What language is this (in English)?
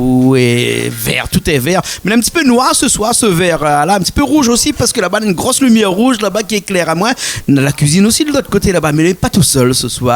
Réunion Creole French